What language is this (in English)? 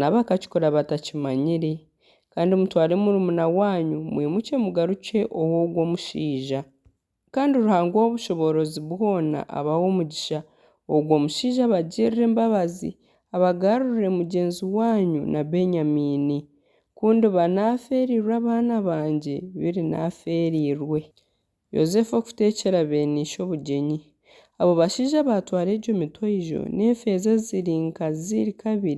Nyankole